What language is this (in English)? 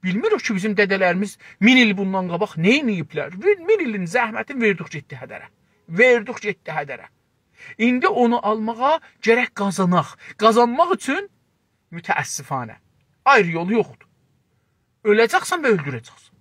South Azerbaijani